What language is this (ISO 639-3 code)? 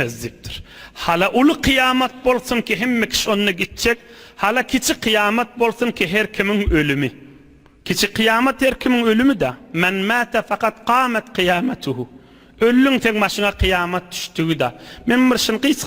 tuk